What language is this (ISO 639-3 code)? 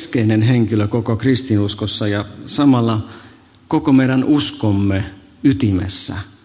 fin